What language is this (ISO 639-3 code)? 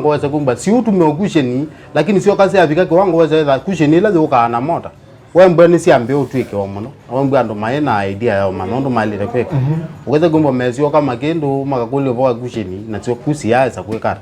kam